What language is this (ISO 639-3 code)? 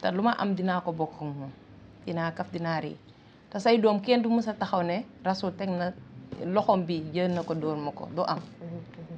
wol